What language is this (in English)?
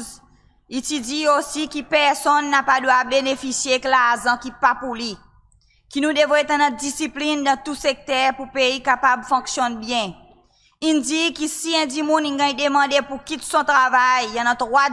Seselwa Creole French